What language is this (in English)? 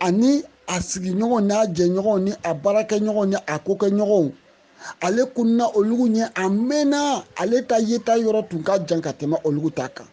Bambara